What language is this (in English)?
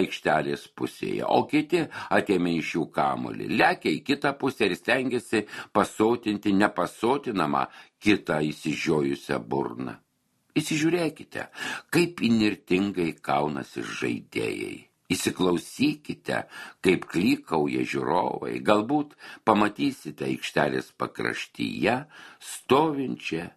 Lithuanian